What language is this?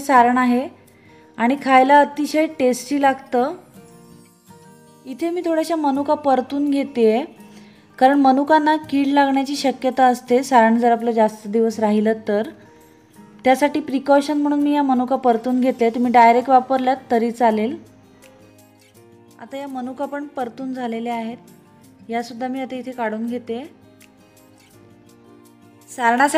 Marathi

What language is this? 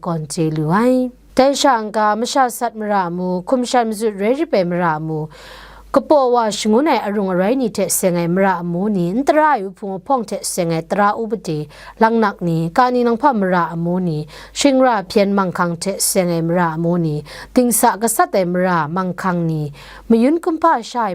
Kachin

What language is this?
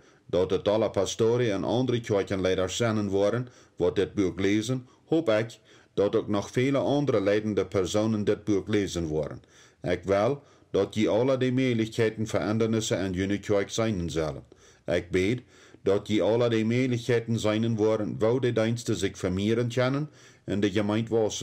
Plautdietsch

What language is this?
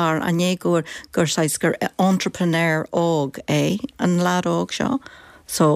Irish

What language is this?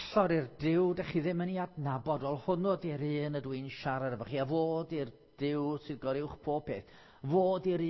Welsh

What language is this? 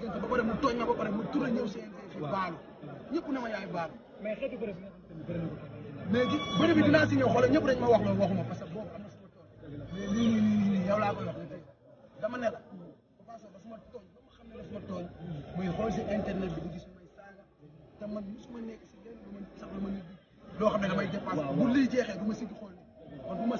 Wolof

